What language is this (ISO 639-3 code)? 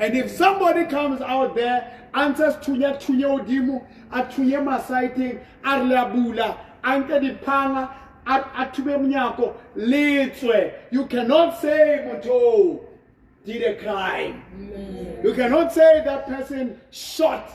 sot